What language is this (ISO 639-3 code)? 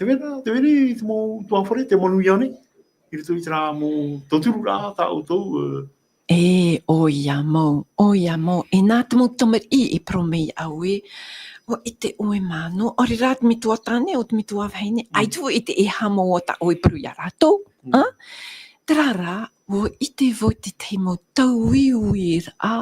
tah